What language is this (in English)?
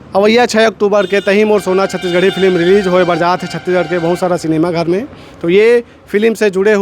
Chhattisgarhi